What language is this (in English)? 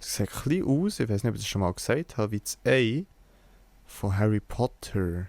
Swiss German